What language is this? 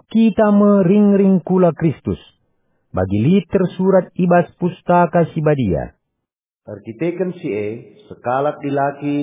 Batak Karo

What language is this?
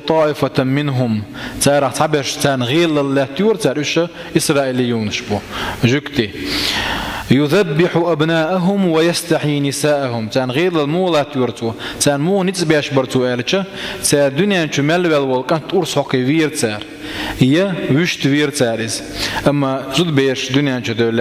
Chechen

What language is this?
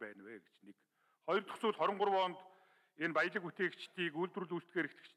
Mongolian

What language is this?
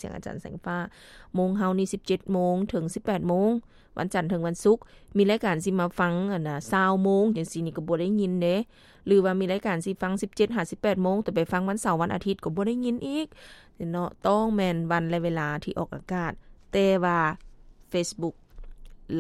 Lao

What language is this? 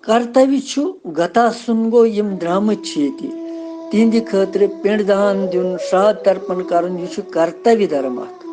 Kashmiri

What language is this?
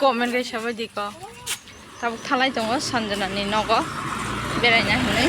Kok Borok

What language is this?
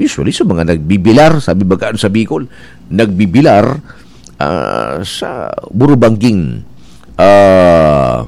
Bikol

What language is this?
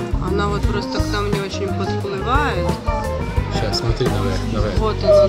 Russian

